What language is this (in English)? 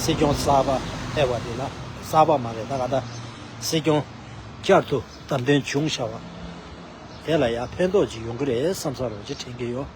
Tibetan